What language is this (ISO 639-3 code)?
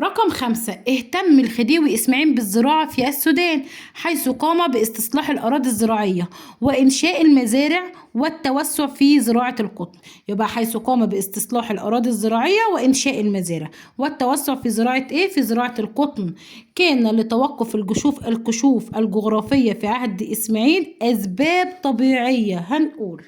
arz